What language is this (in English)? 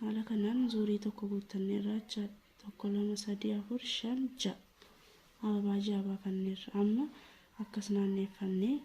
Oromo